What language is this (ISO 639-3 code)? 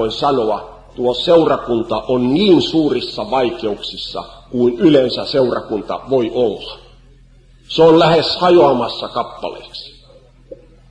fin